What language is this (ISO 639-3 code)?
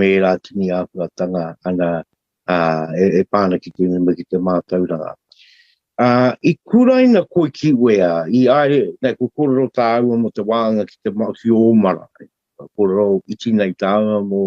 mri